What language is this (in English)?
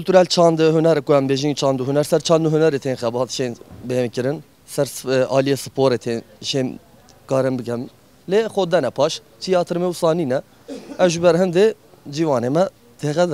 Kurdish